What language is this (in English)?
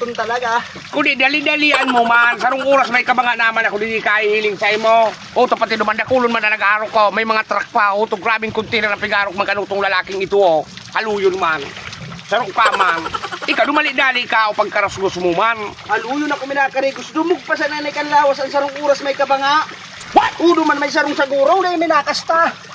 Bikol